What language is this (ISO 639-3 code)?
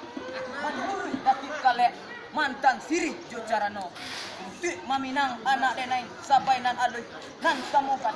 min